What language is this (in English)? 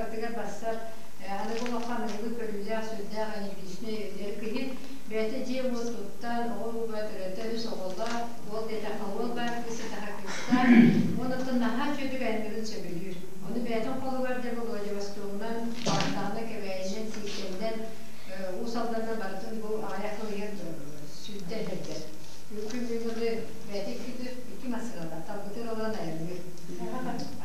Yakut